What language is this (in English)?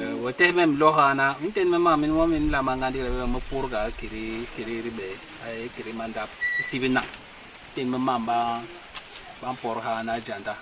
Basaa